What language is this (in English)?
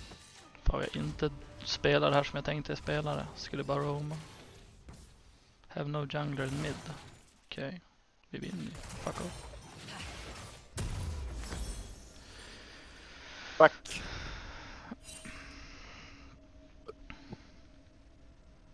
Swedish